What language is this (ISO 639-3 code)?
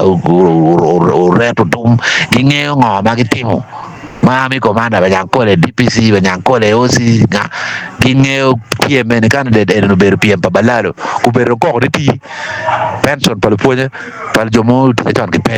ach